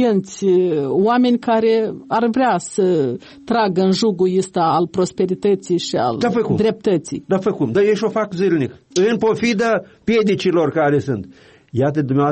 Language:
Romanian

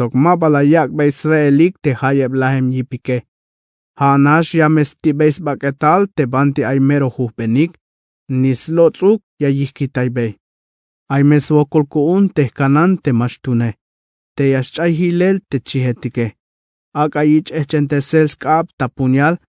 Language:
Tzeltal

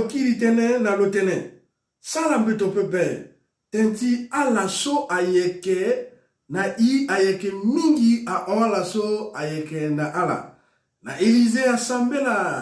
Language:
Sango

